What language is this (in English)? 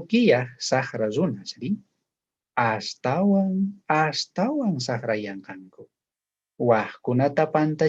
South Bolivian Quechua